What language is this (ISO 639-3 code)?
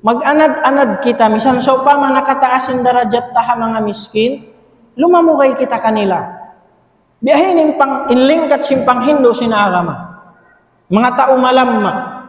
tsg